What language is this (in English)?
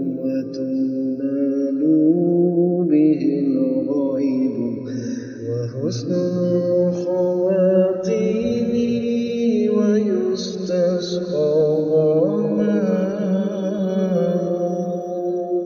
Arabic